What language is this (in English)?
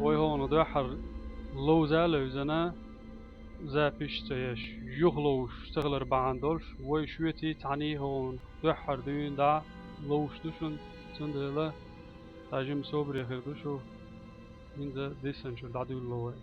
Chechen